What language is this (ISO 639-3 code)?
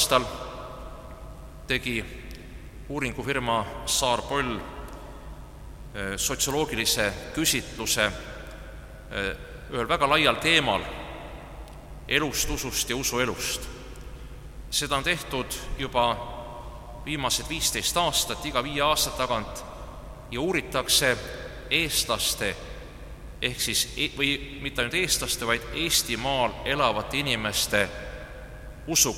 est